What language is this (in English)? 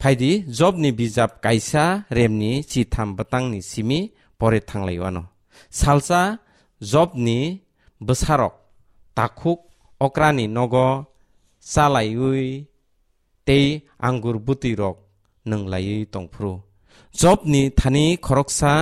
Kok Borok